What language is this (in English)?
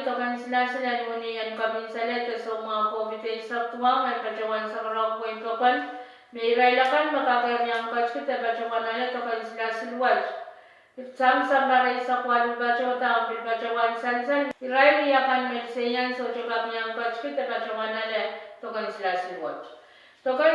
Pohnpeian